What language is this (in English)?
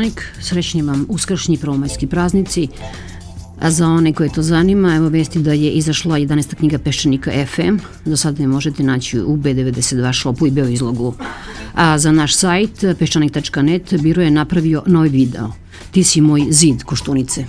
Serbian